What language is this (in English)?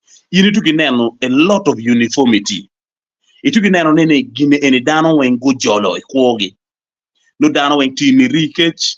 Acoli